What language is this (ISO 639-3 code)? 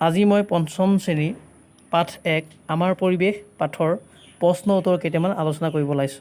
asm